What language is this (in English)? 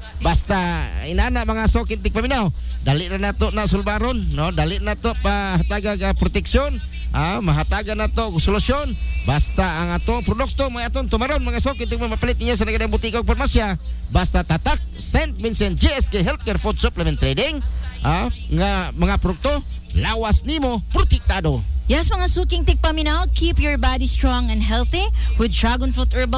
Cebuano